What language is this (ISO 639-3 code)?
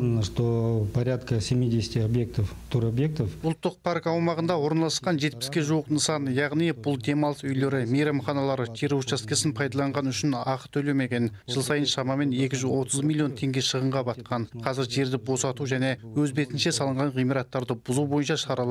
kaz